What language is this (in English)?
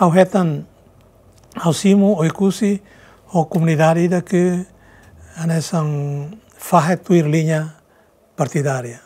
Tetum